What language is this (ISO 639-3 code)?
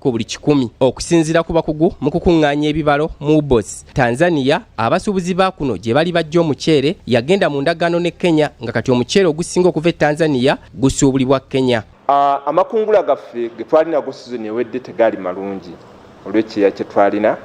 lug